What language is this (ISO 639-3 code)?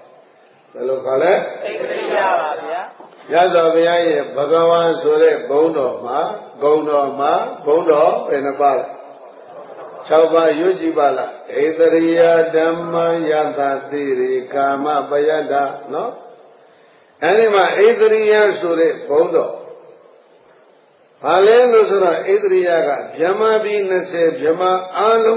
mya